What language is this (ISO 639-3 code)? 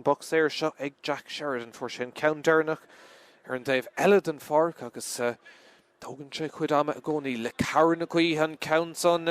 gle